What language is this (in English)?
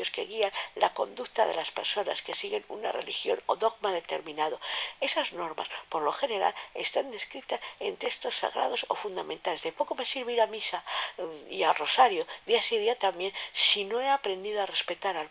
Spanish